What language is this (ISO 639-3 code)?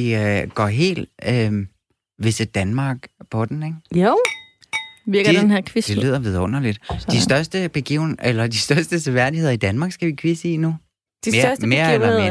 dan